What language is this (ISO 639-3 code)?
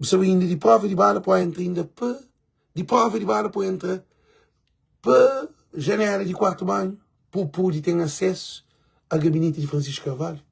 kea